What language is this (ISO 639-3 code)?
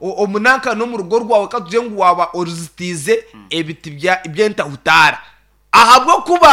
nyn